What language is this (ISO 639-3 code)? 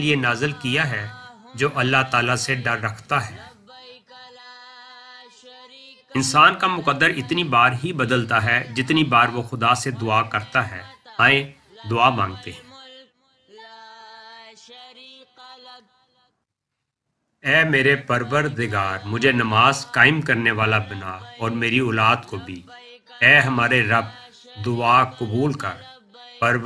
urd